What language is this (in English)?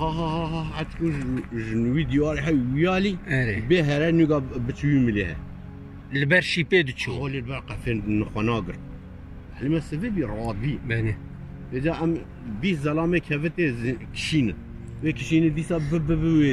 Kurdish